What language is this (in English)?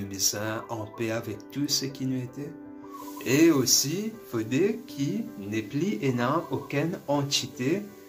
Morisyen